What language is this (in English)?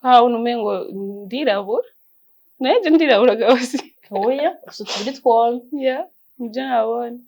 Rundi